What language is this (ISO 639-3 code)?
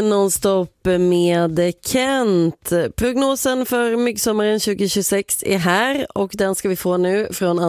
swe